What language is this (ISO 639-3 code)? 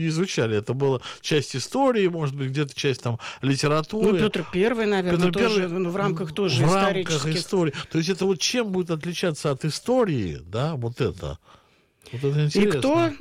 rus